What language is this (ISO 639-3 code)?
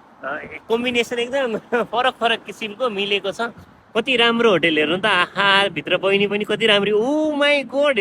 nep